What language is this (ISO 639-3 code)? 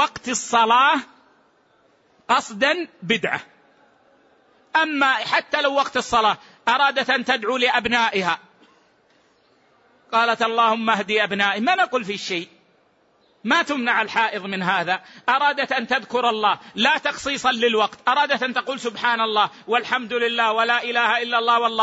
ara